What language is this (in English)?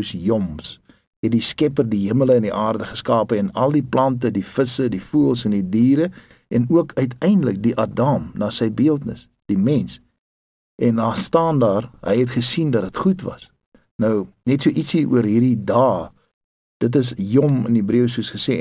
Afrikaans